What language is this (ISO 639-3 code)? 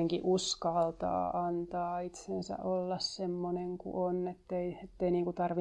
fin